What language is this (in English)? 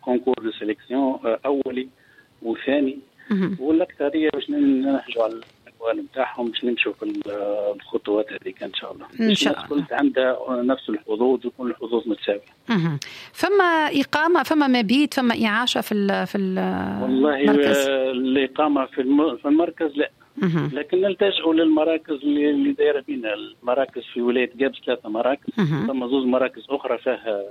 Tunisian Arabic